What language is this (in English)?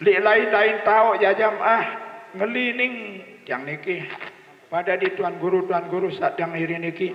Sasak